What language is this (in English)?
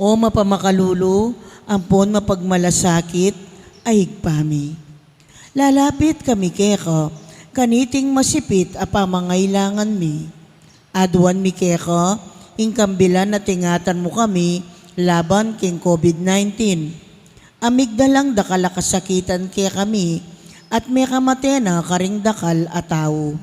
Pampanga